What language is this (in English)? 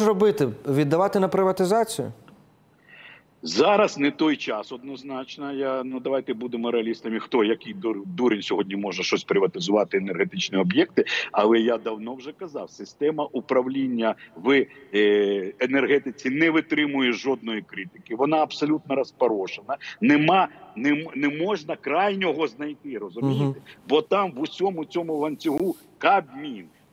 Ukrainian